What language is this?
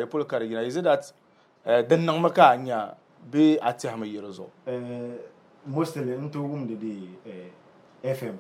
Dagbani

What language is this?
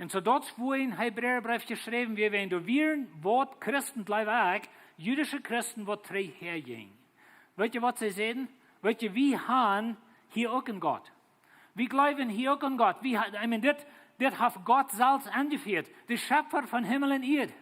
Plautdietsch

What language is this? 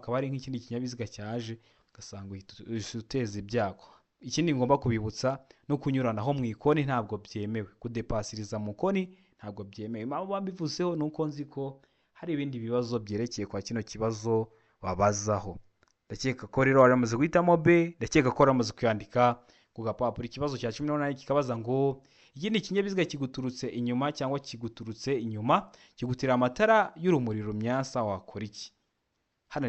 Kinyarwanda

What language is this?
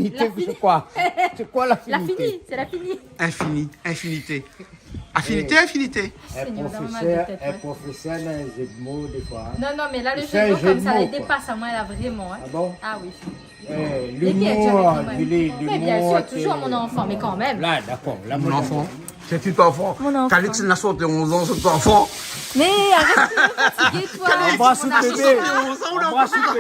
Réunion Creole French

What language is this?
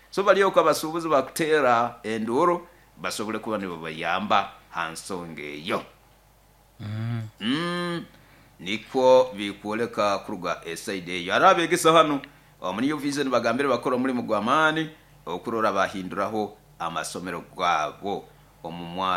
Nyoro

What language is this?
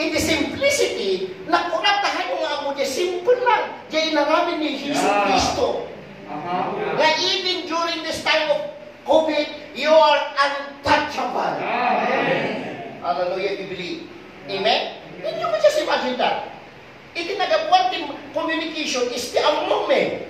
Iloko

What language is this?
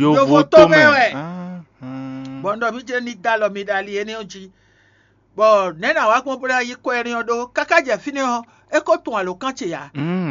Fon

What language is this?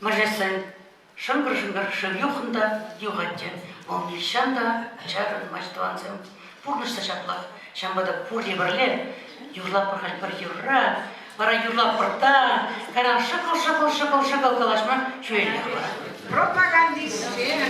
Chuvash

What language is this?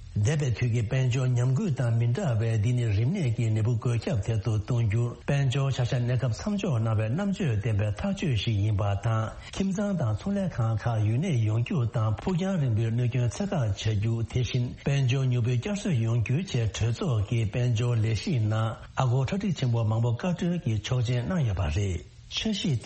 Tibetan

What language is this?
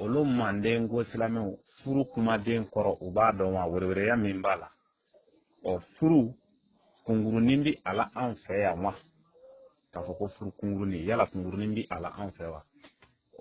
Bambara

